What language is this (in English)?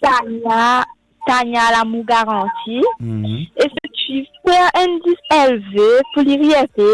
Morisyen